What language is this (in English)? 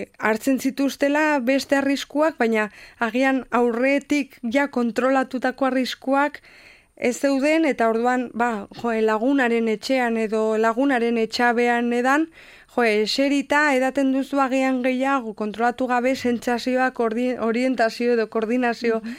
Basque